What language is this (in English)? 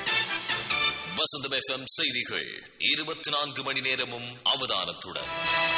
Tamil